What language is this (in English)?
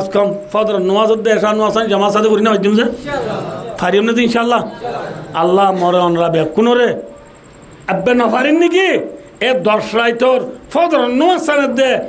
Rohingya